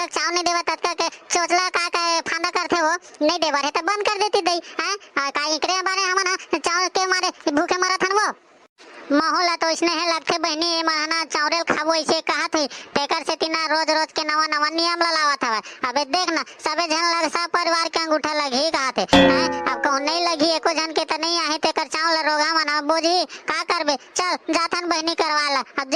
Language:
Chhattisgarhi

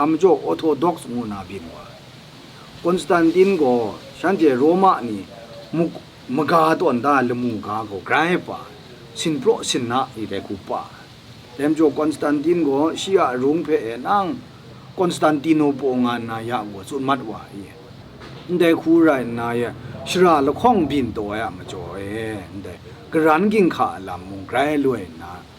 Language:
Kachin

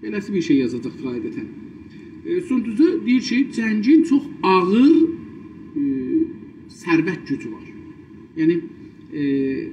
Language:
South Azerbaijani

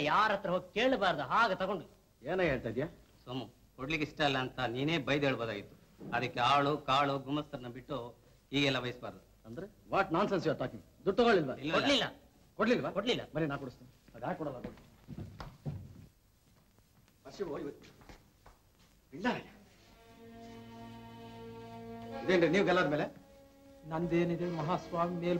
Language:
Kannada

